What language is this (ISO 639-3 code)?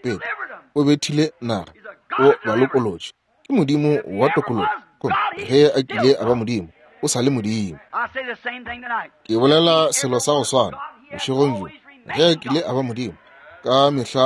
nso